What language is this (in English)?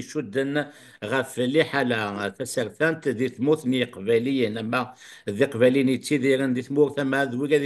Kabyle